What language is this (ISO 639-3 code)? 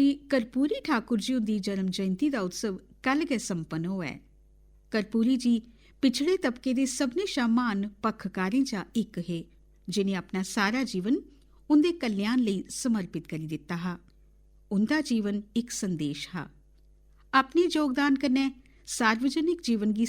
doi